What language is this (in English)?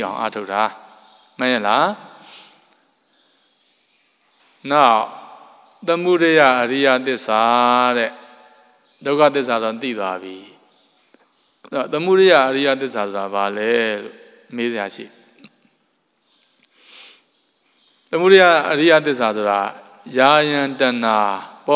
Burmese